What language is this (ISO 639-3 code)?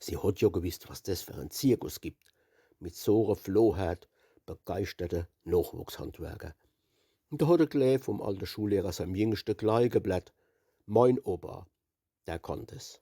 pfl